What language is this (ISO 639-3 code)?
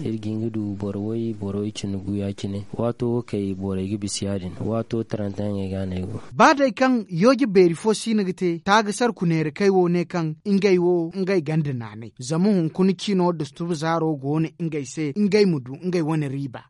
dje